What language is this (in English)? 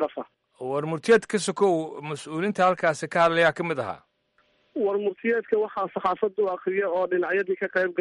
Somali